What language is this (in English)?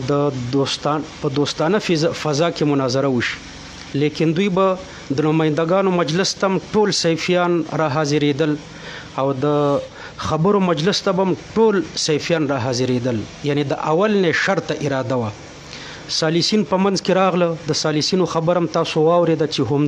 Pashto